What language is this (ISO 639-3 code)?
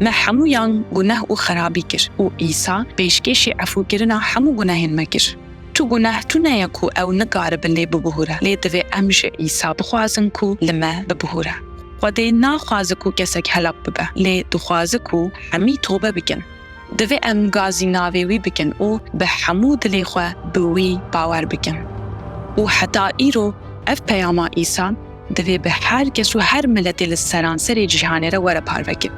kur